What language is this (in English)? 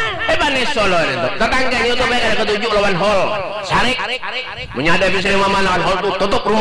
Banjar